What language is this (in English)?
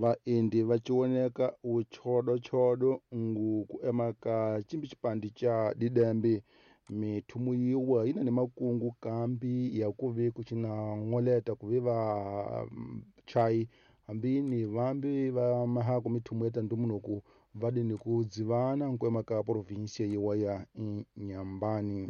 Tsonga